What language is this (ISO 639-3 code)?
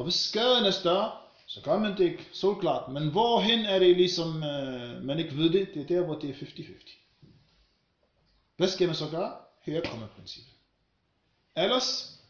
dan